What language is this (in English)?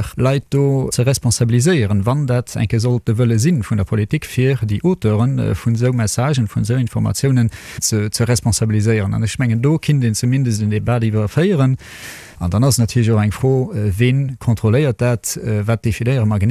Luxembourgish